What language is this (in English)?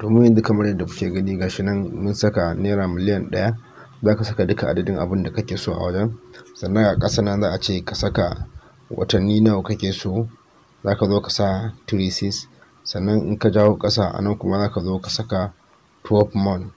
Hausa